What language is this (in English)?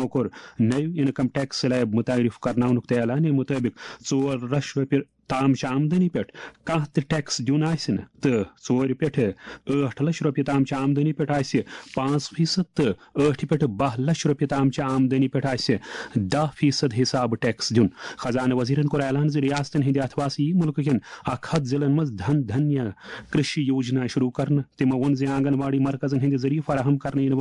Kashmiri